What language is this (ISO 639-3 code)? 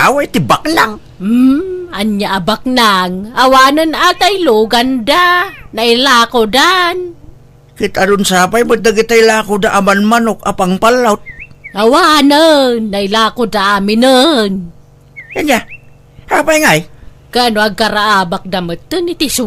ilo